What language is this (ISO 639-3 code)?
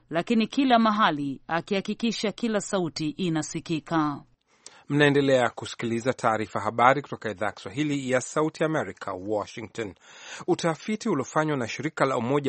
swa